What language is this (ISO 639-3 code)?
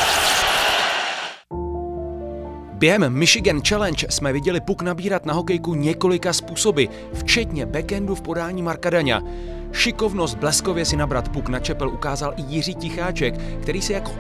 ces